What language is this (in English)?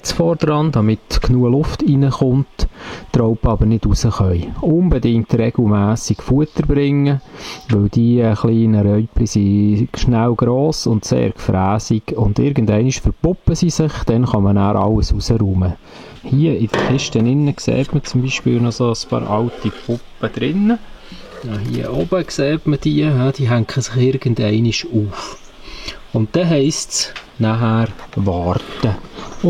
Swiss German